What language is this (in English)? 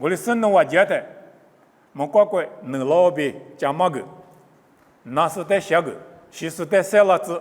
Lisu